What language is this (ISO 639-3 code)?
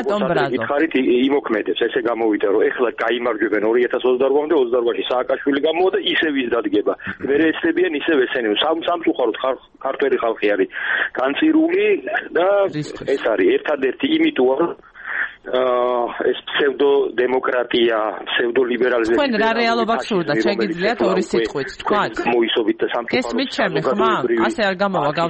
kat